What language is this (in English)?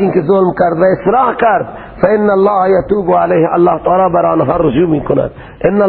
Persian